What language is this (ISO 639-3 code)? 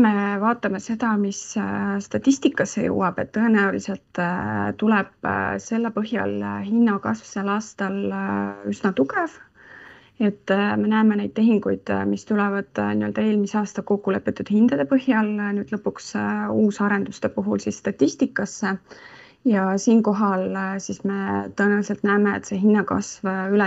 est